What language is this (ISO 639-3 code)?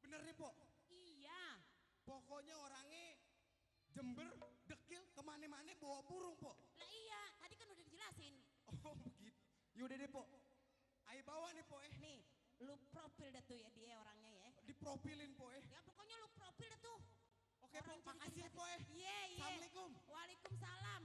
bew